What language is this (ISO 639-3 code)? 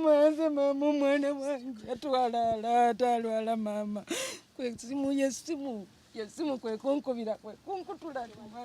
lug